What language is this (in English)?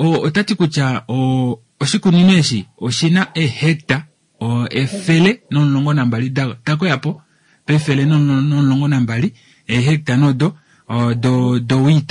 Kuanyama